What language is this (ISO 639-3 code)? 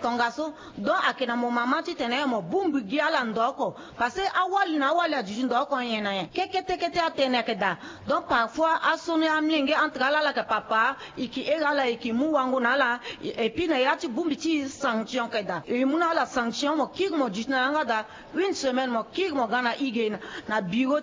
sag